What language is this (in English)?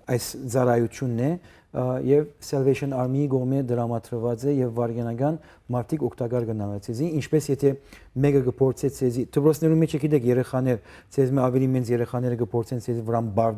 Western Armenian